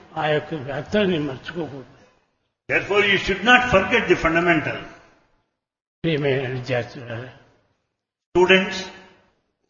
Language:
Telugu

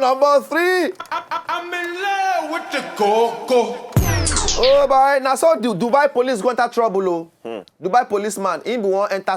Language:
Nigerian Pidgin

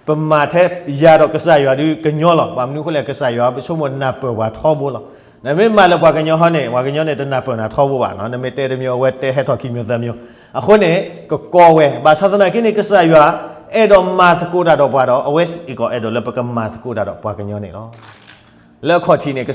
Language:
S'gaw Karen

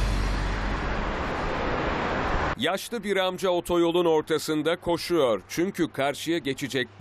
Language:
Turkish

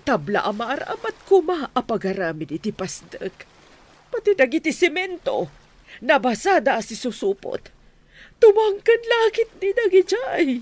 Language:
Iloko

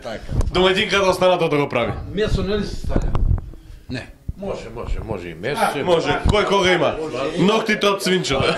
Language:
Macedonian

